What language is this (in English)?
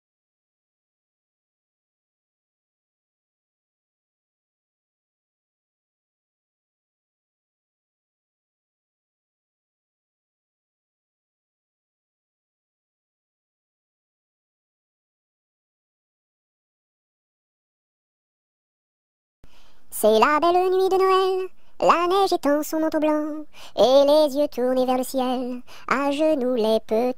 French